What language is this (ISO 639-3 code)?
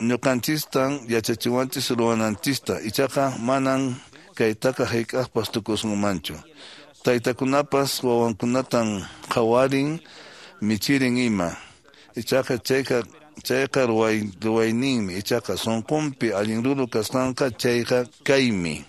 que